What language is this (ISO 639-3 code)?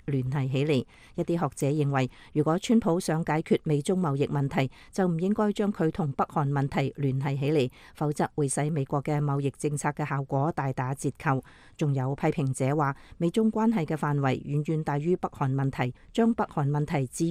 yue